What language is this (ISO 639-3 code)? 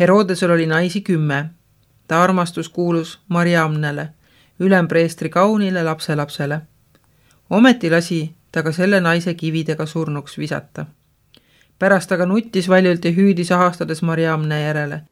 est